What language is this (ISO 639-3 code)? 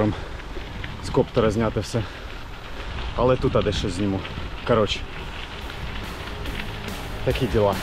ukr